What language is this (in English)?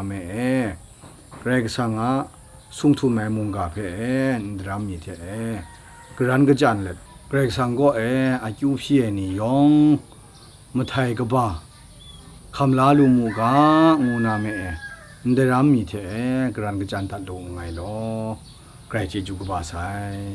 Kachin